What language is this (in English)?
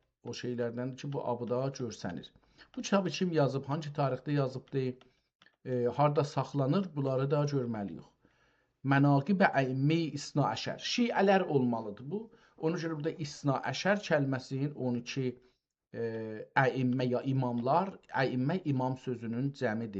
South Azerbaijani